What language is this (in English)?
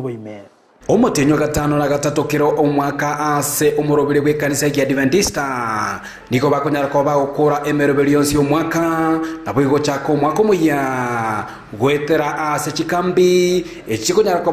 Gusii